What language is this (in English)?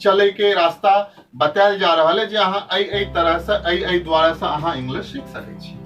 Maithili